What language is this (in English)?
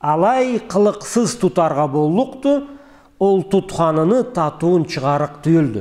Karachay-Balkar